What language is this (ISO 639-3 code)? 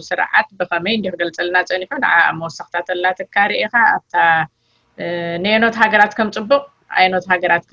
tir